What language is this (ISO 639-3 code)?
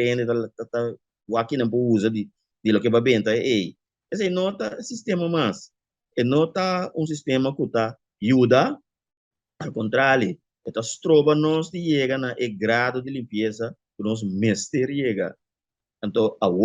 pap